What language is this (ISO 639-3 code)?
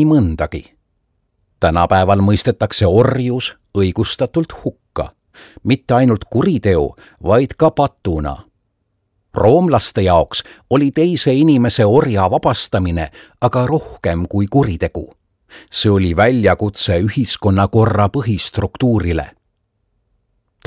est